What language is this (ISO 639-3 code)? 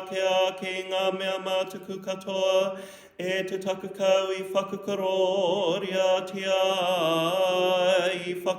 mri